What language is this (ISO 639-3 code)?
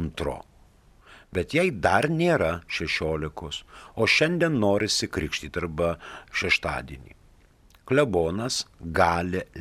lit